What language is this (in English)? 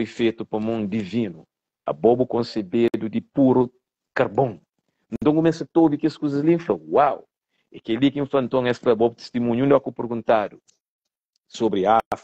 Kabuverdianu